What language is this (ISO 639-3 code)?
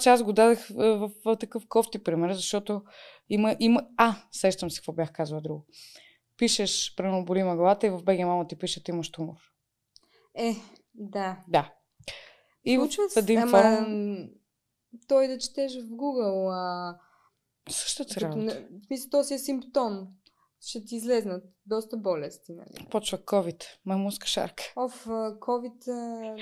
bul